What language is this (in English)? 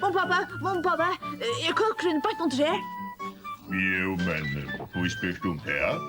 Faroese